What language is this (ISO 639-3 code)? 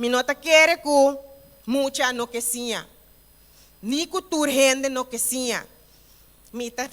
pap